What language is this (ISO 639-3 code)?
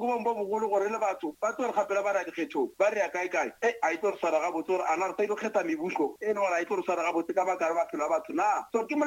nso